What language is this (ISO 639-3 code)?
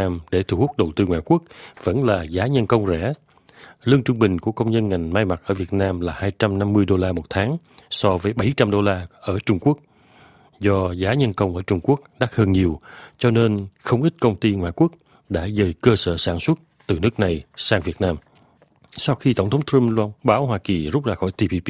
vie